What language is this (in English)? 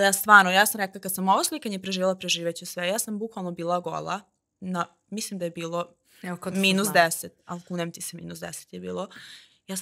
Serbian